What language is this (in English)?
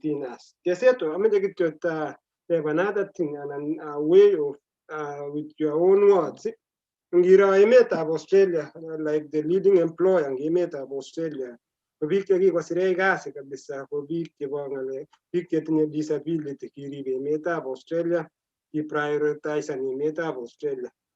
Kalenjin